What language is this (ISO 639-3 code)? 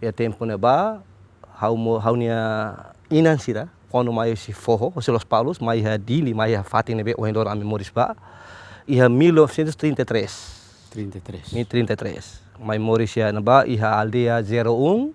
tet